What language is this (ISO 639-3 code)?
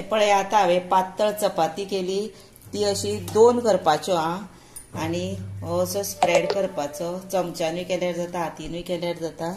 kok